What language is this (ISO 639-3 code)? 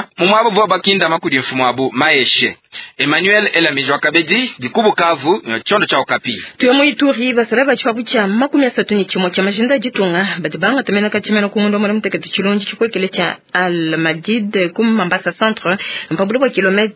lua